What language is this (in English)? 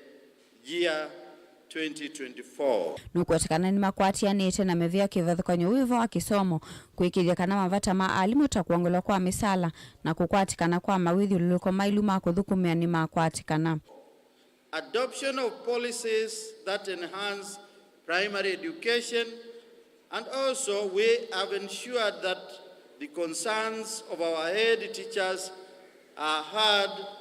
Kamba